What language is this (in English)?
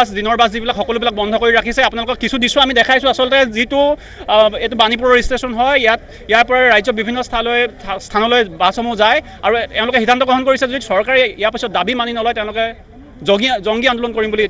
Assamese